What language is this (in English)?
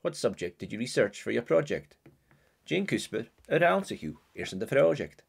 Scottish Gaelic